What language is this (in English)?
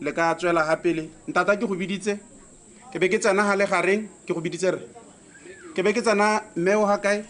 Tswana